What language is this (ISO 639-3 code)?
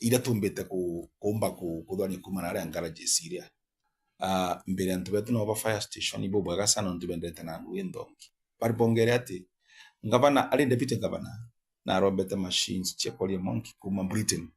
mer